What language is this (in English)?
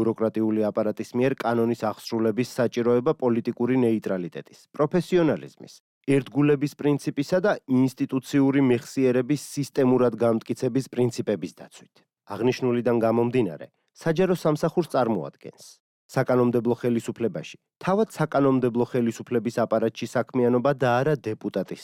Georgian